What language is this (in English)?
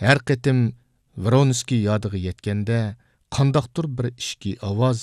Uyghur